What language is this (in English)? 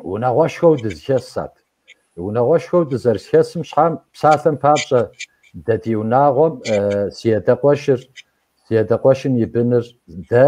Kabardian